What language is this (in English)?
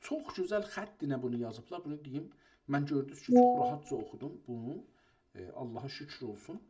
South Azerbaijani